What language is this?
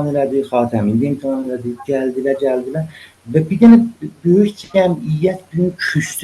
South Azerbaijani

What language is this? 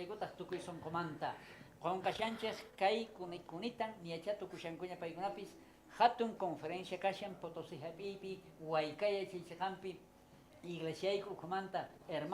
South Bolivian Quechua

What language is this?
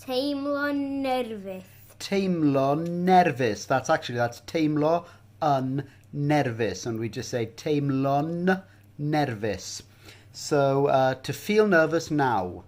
Welsh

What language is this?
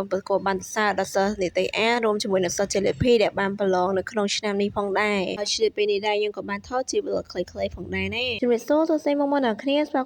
Khmer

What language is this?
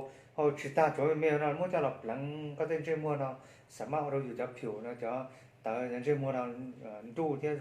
Hmong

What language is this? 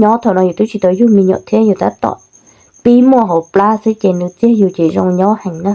Hmong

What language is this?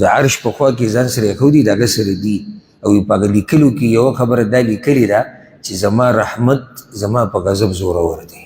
Pashto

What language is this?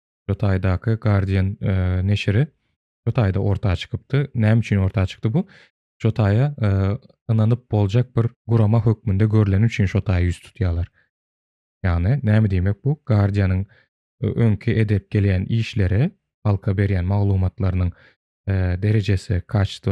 Turkmen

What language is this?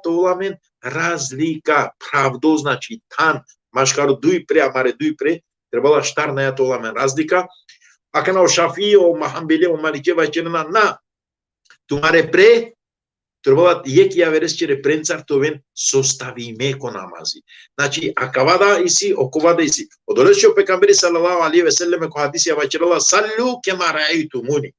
Balkan Romani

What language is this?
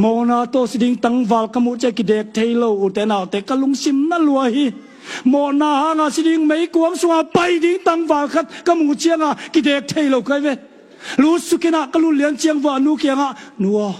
Tedim Chin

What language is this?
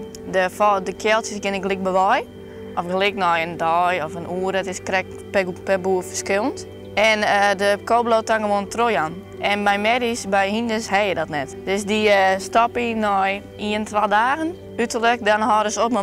Western Frisian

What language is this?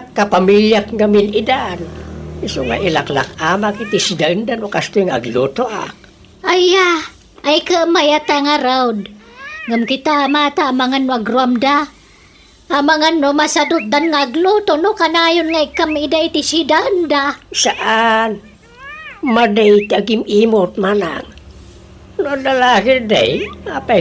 Iloko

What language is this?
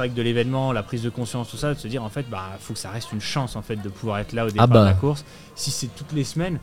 French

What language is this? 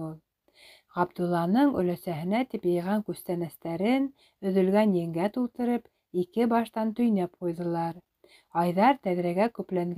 Bashkir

